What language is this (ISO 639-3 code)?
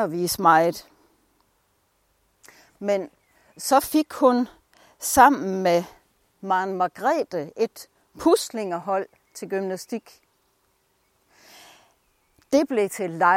dan